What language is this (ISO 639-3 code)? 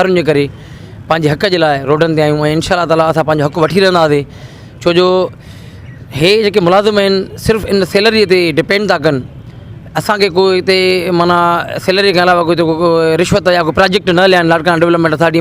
snd